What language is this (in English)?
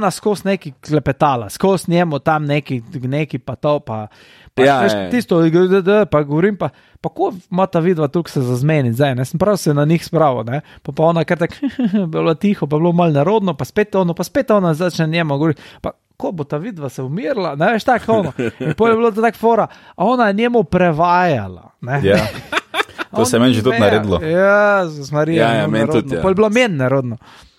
Slovenian